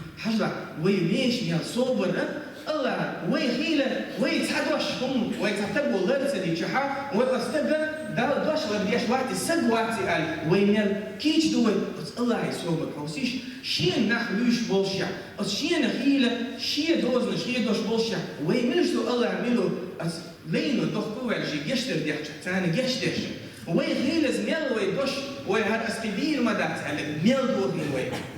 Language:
Chechen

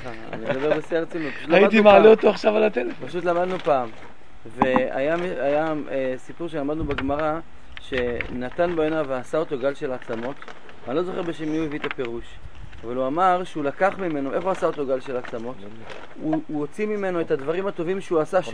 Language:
Hebrew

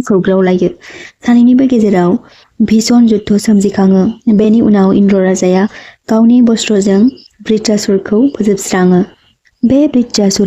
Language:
Bodo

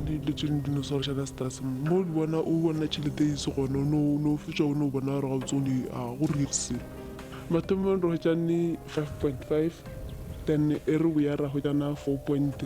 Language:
Venda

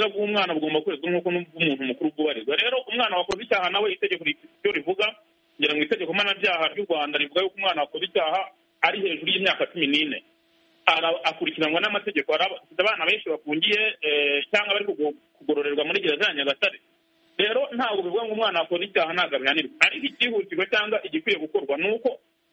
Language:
Kinyarwanda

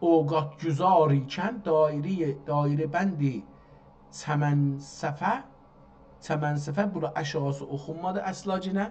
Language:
South Azerbaijani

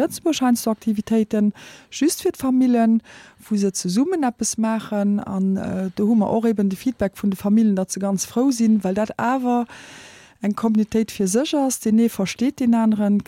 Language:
Luxembourgish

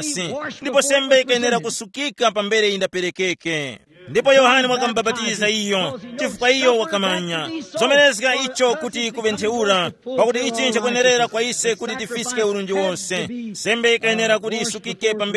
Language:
Tumbuka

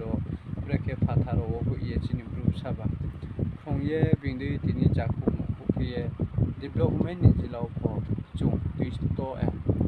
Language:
Riang (India)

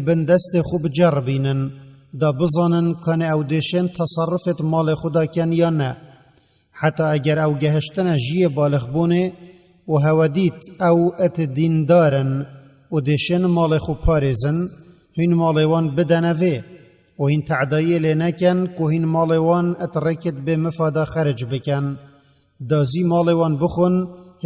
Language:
Kurdish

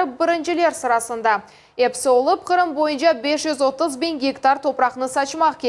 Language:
Crimean Tatar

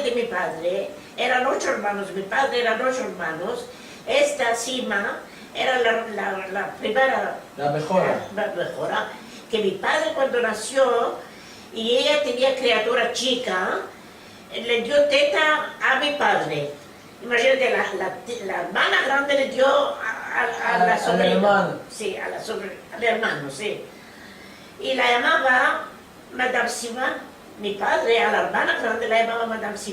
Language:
Ladino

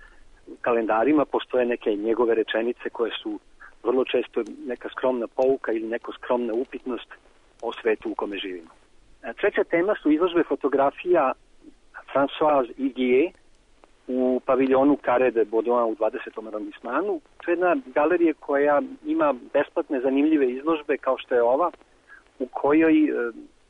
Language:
Serbian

